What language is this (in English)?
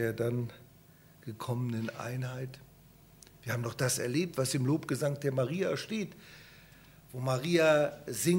German